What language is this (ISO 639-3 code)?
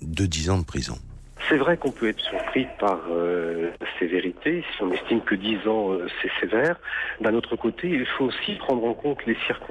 fra